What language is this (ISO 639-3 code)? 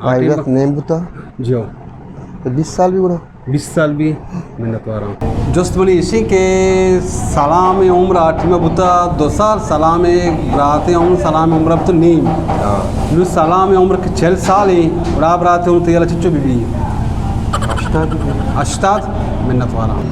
bal